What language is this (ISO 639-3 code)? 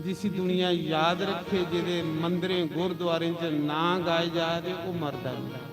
doi